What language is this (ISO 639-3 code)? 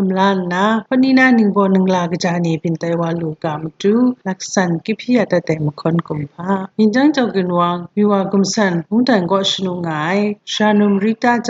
kac